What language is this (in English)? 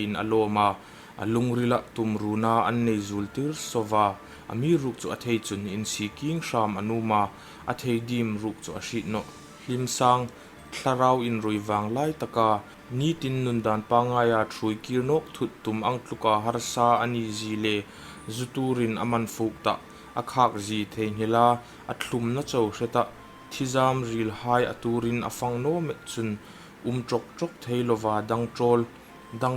Hmar